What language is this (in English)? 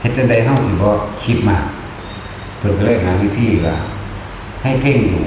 Northeastern Thai